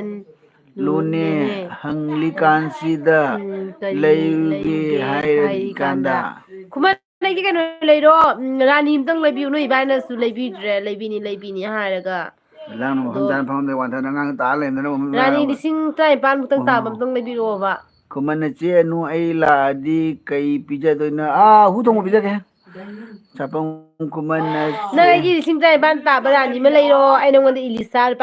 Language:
Manipuri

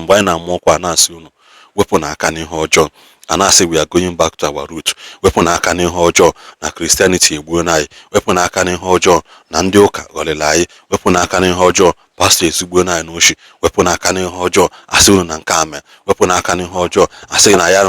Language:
Igbo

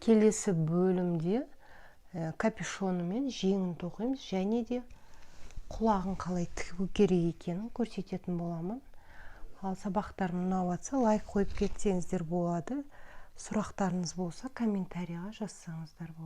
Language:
Kazakh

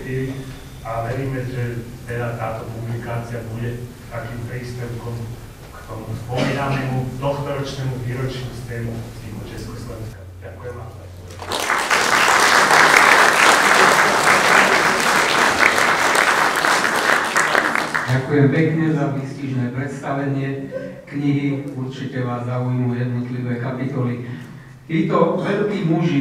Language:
Slovak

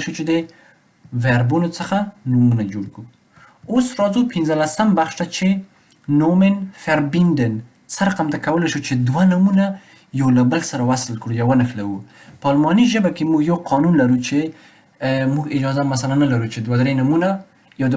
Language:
Pashto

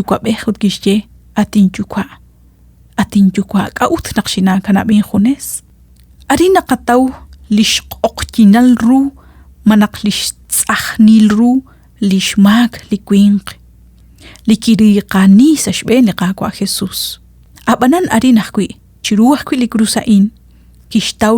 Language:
Kekchí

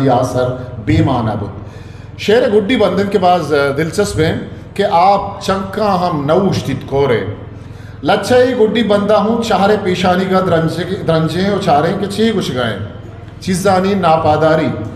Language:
Eastern Balochi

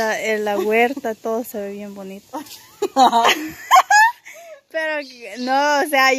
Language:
Spanish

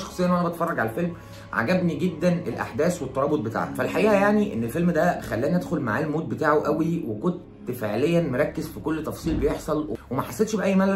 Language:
Egyptian Arabic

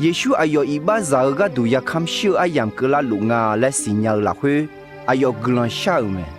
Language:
Akha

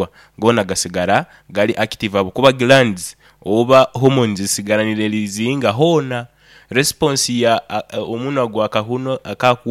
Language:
Nyoro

